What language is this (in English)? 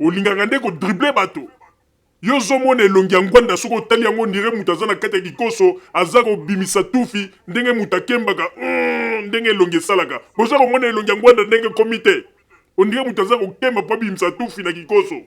Lingala